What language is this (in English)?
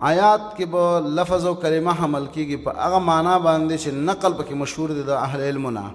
Pashto